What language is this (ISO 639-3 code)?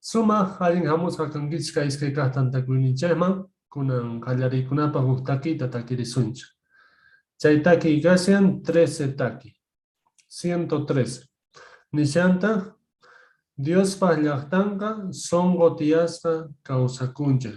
que